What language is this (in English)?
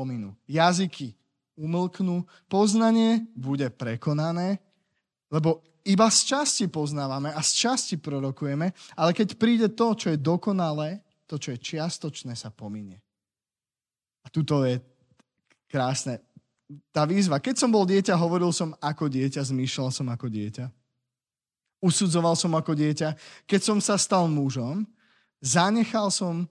Slovak